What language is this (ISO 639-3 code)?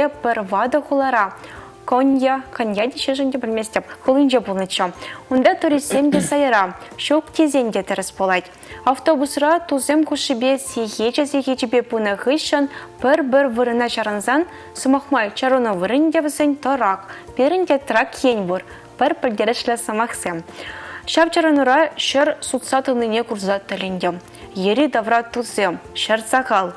chv